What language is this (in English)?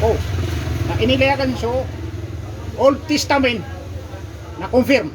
Maranao